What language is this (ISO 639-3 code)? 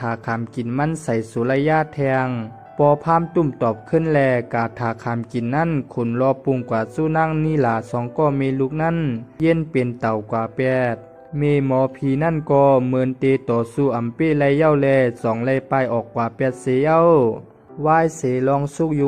shn